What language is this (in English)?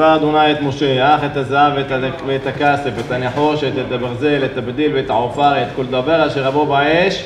Hebrew